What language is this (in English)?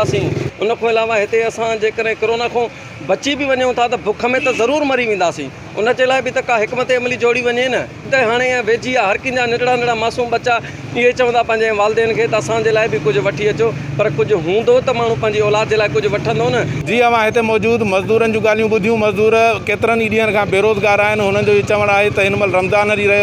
Sindhi